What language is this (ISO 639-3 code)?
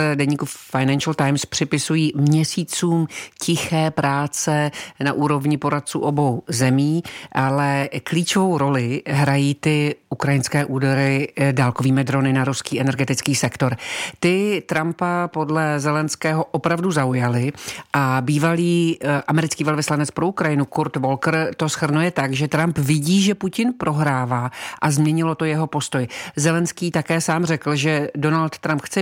ces